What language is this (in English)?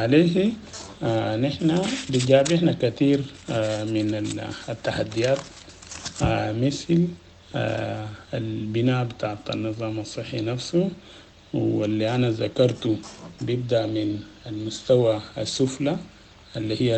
Sudanese Arabic